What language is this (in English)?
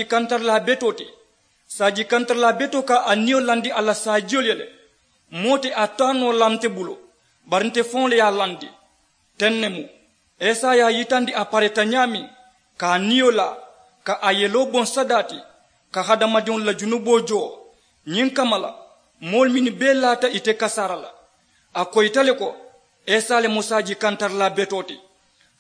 Mandingo